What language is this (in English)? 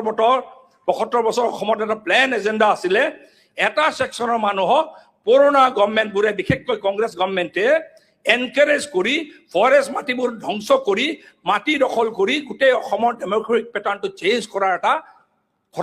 Assamese